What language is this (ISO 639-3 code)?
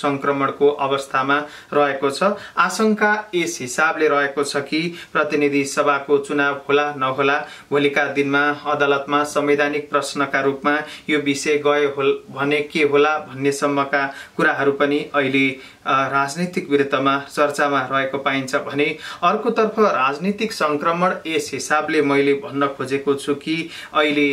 nep